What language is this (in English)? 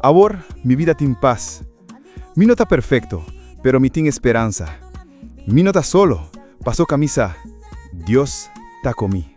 Papiamento